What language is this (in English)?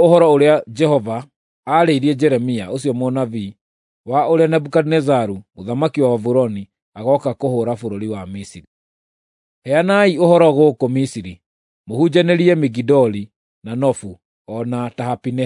Kikuyu